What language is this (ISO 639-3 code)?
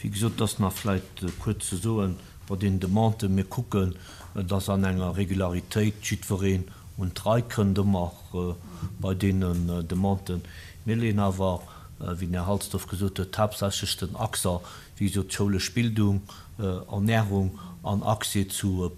ltz